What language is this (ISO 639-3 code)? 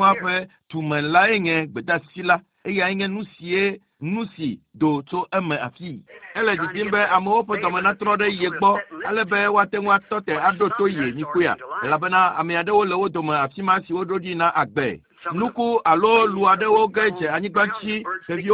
ewe